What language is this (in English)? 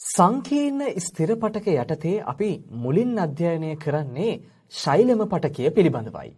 Sinhala